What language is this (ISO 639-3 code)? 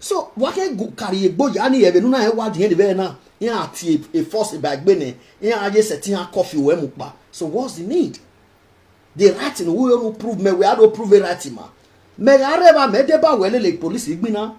pcm